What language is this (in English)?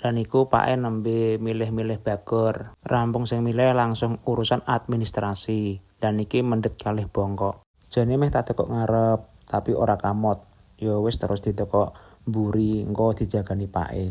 Javanese